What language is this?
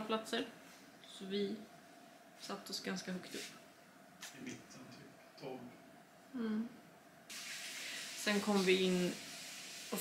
Swedish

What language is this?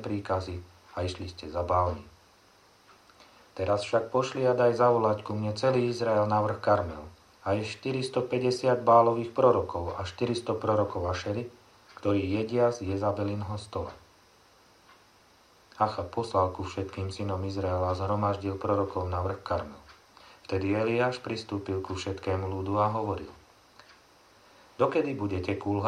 Slovak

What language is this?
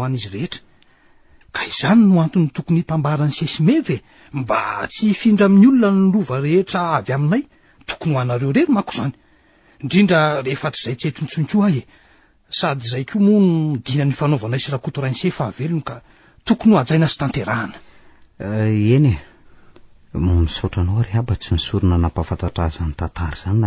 Malagasy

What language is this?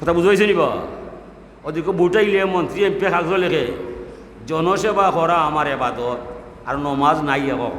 Sylheti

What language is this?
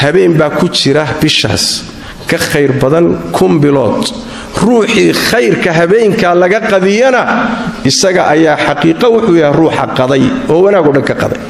Somali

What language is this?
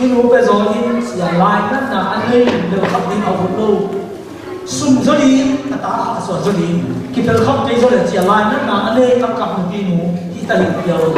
Tedim Chin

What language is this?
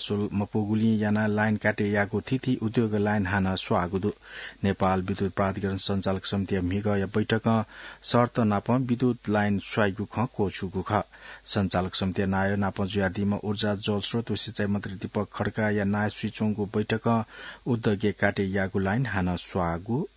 Newari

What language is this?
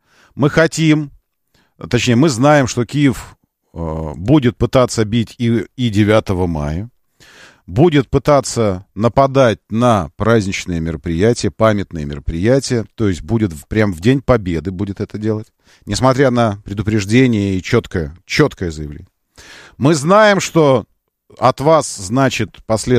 Russian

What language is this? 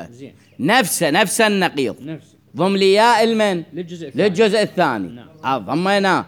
Mesopotamian Arabic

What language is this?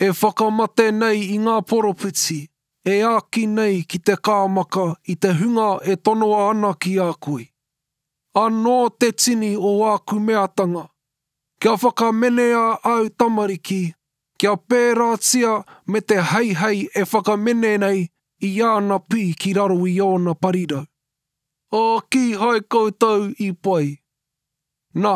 Māori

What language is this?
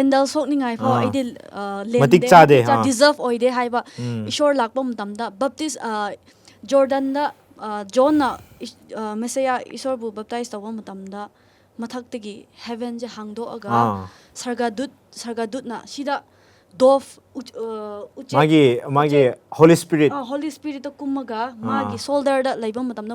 Manipuri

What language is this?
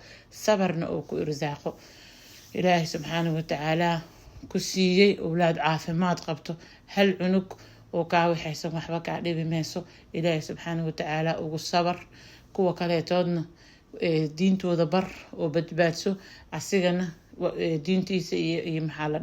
Somali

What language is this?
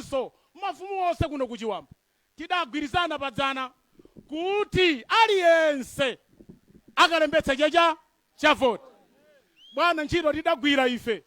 Nyanja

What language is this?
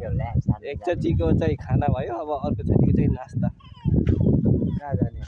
Nepali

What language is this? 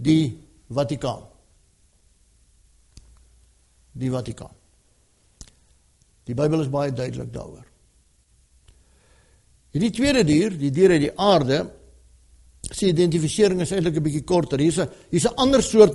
Afrikaans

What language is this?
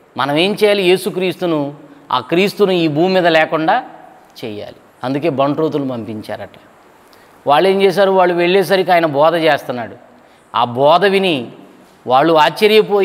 Telugu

